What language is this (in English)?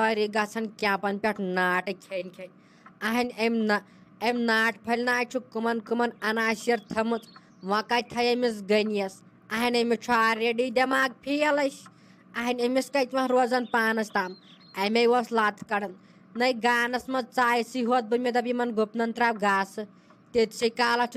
Kashmiri